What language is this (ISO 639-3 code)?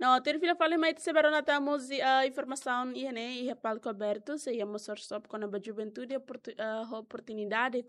tet